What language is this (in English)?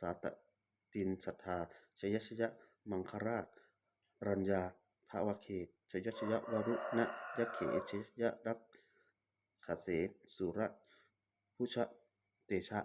Pali